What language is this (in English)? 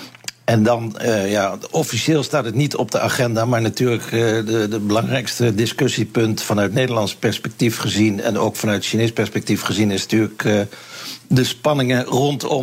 Dutch